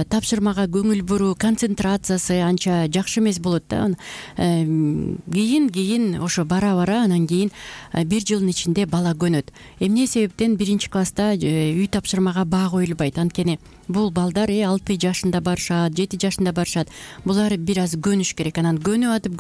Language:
Kyrgyz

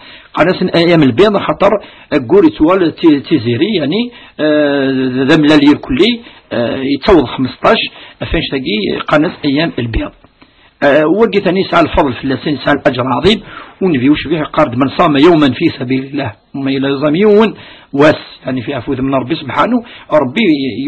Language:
Kabyle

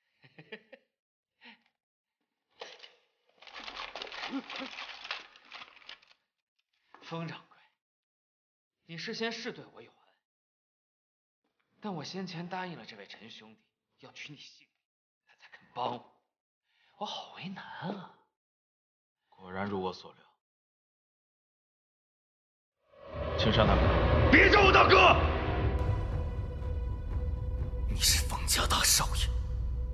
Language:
Chinese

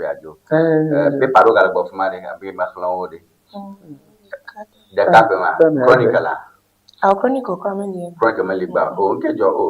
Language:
Ewe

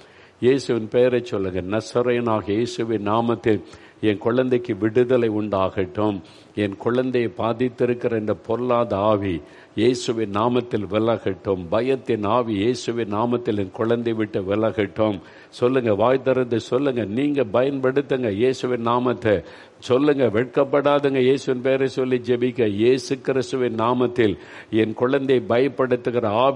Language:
Tamil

